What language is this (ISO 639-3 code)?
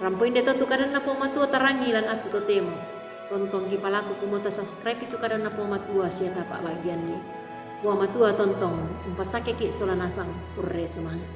sda